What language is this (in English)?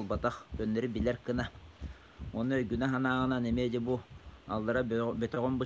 Yakut